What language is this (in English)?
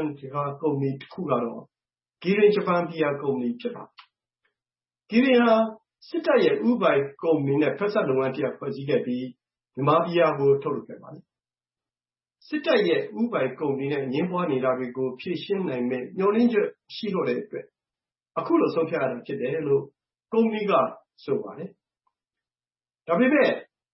Burmese